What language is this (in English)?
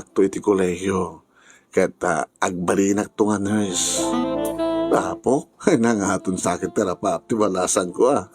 Iloko